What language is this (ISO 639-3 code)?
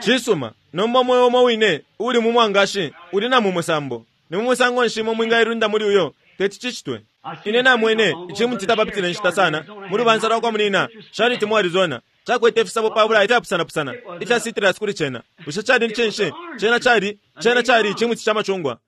bem